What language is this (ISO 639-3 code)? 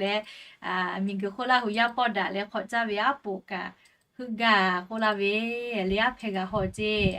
lhu